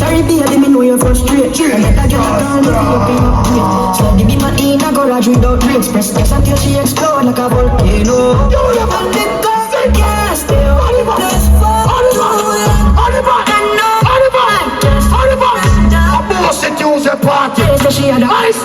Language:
Jamaican Creole English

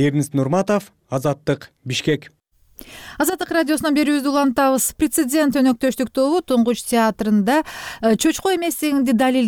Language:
Kyrgyz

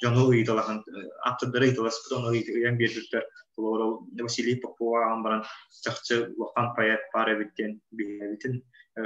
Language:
Yakut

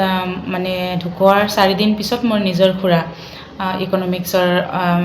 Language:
Assamese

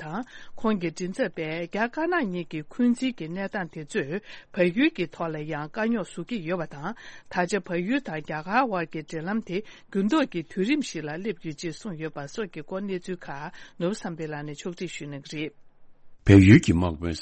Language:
Tibetan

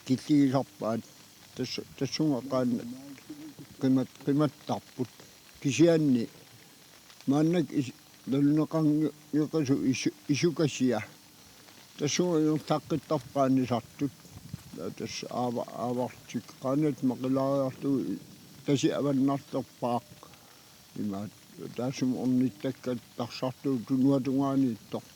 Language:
Kalaallisut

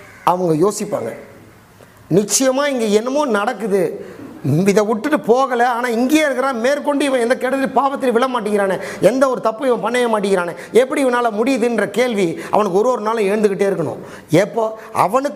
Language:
Tamil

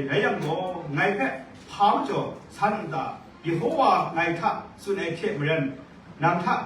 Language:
Kachin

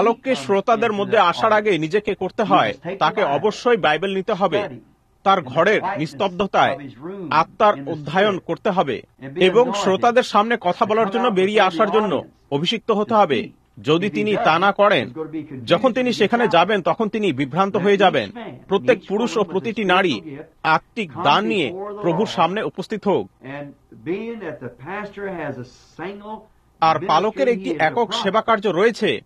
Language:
Bangla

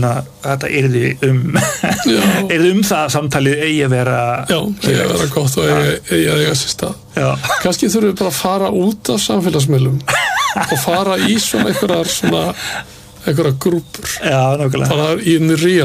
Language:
Icelandic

